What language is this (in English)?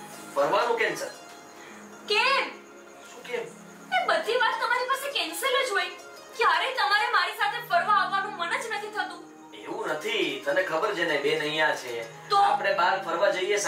Gujarati